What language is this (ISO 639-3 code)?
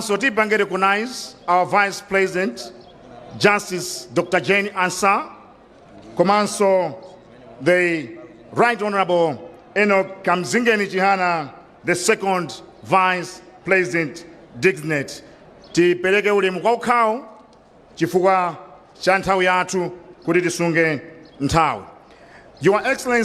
nya